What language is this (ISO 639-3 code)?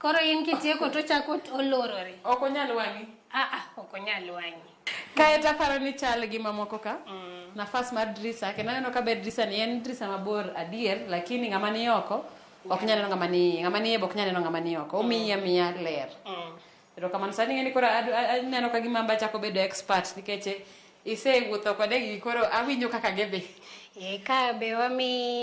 luo